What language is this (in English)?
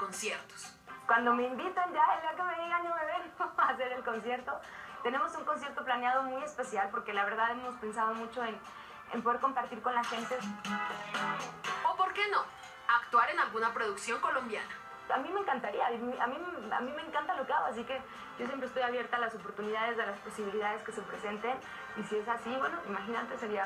Spanish